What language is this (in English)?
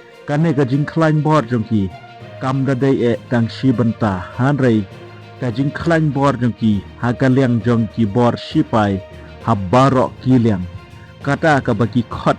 Khasi